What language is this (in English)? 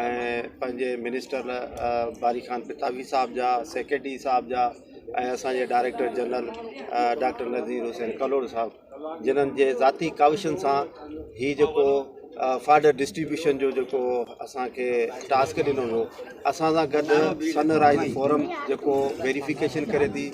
Sindhi